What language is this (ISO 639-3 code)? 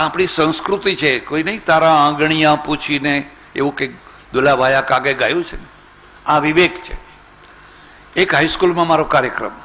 guj